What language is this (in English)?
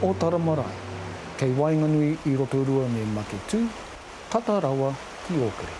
Māori